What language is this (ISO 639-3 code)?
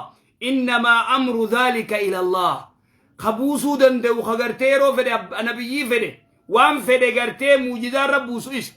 orm